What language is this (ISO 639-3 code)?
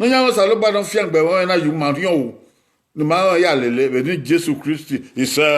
bin